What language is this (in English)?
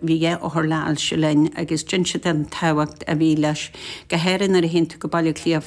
Irish